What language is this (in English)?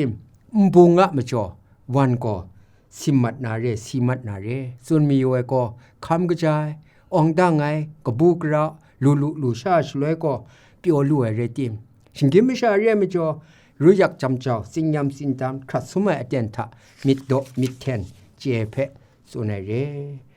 Kachin